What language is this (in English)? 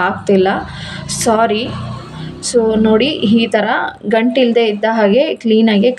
Kannada